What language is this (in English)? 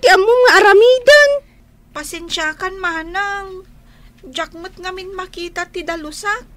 Iloko